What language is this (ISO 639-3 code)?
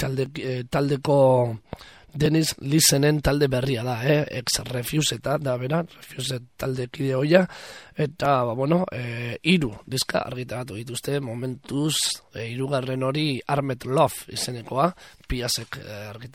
eus